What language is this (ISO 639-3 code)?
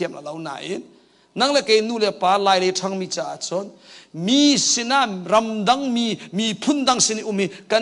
cnh